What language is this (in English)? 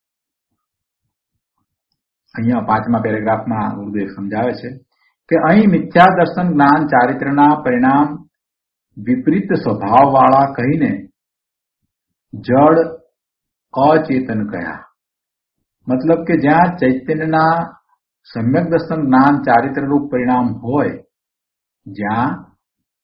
Gujarati